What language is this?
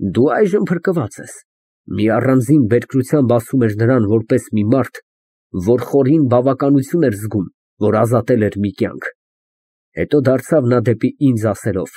Armenian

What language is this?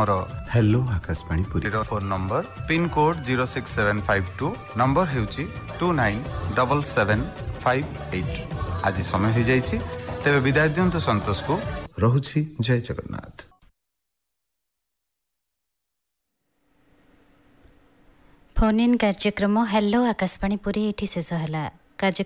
Odia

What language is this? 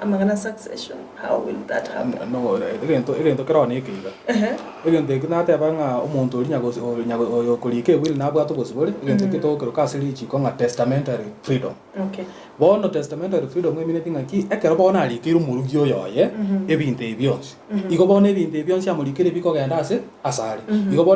Gusii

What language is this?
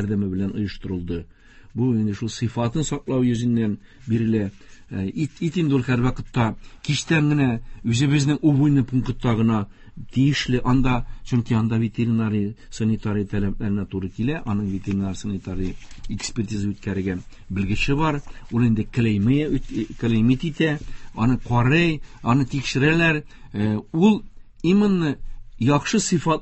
Tatar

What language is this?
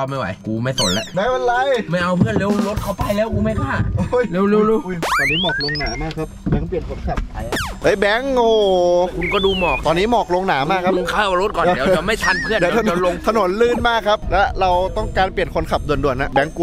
Thai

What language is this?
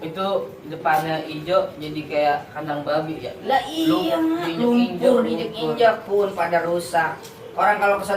Betawi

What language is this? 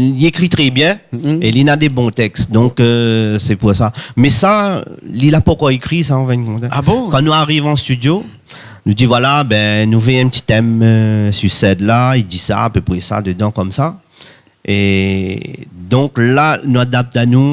Réunion Creole French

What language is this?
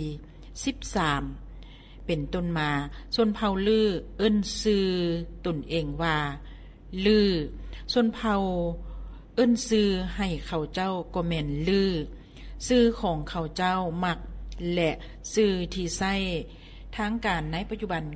Lao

